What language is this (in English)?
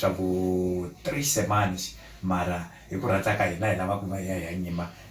Tsonga